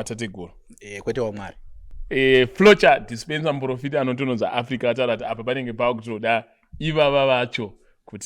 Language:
Shona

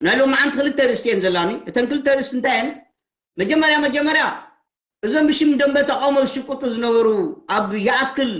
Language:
Tigrinya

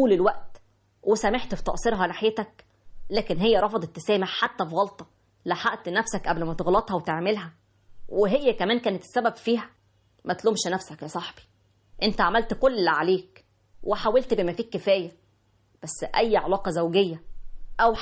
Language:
Egyptian Arabic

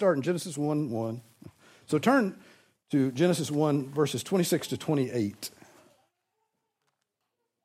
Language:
English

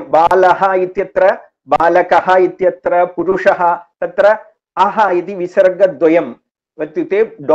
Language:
Sanskrit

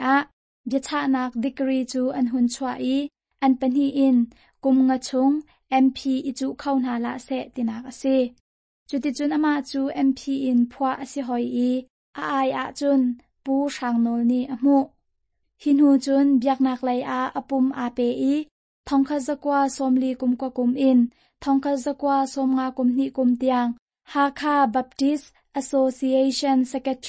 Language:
Hakha Chin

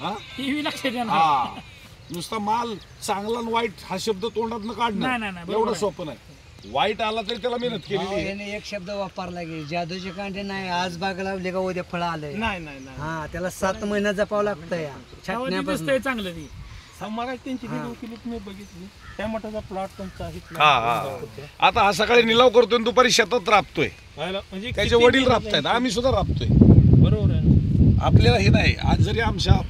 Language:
Marathi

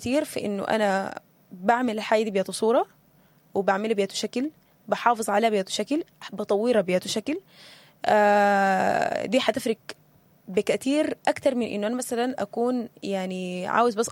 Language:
Sudanese Arabic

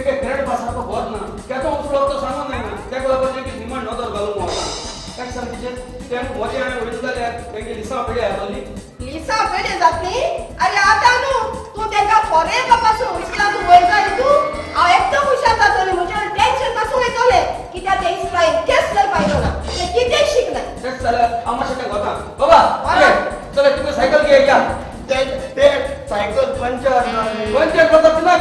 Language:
Konkani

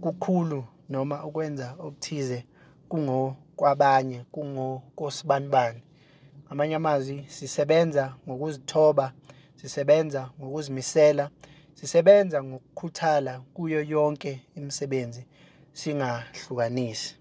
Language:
Zulu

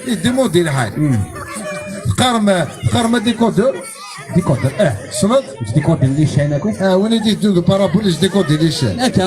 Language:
Kabyle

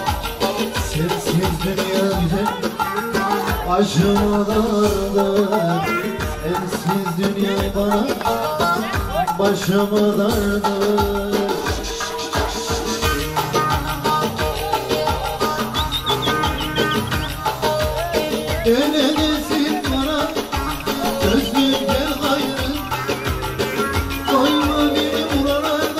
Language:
Turkish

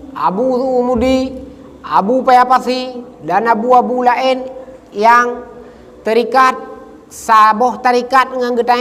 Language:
Achinese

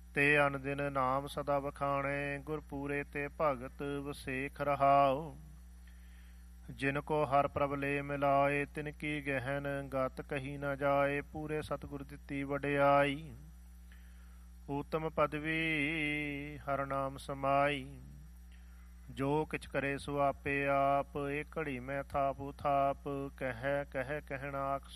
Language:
Punjabi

